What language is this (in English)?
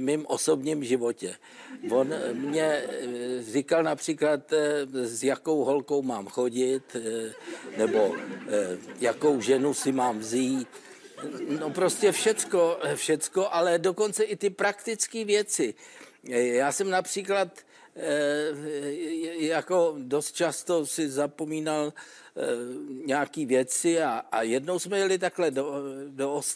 Czech